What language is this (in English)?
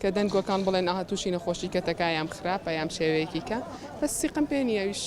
Central Kurdish